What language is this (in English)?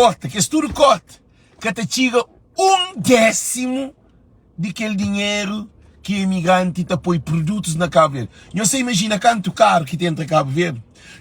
Kabuverdianu